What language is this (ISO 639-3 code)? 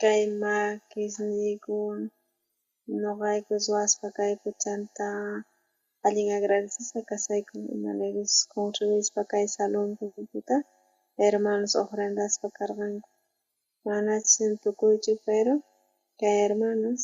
quh